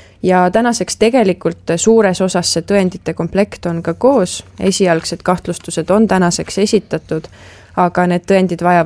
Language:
Estonian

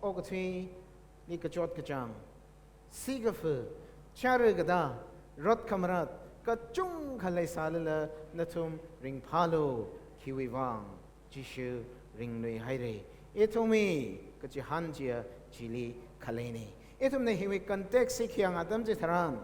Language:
Tangkhul Naga (India)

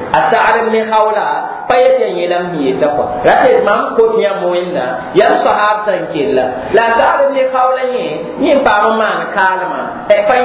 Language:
Mossi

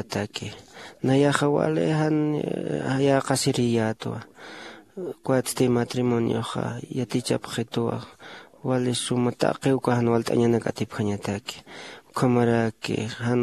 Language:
Aymara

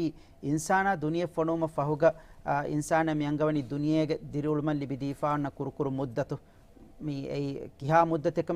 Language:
Divehi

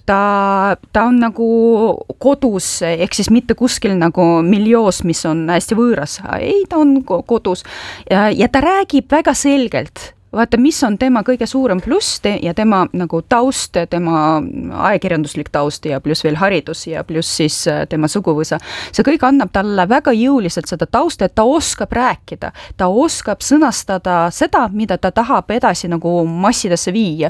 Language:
Estonian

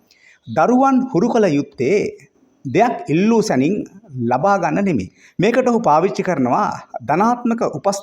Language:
Sinhala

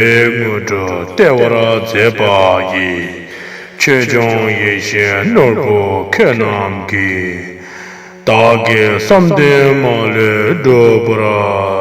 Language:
Tibetan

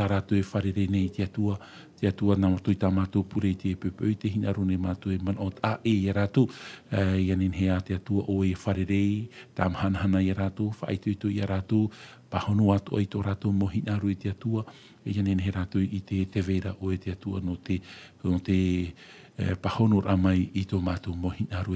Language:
Tahitian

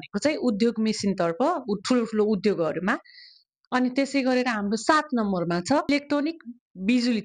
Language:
Nepali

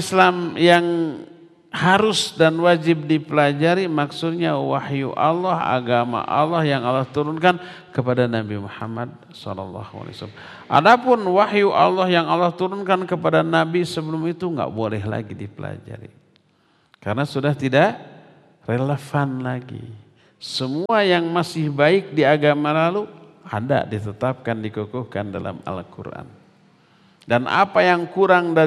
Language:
Indonesian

